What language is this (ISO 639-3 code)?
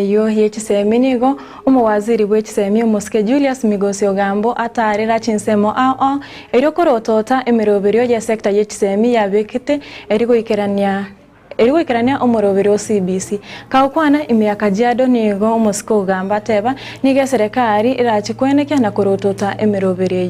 guz